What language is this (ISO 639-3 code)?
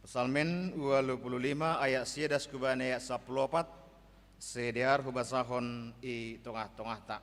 bts